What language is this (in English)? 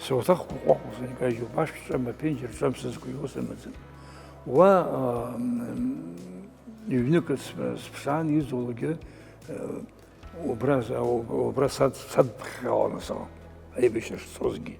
Abkhazian